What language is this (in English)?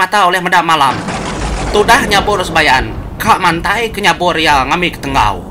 Iban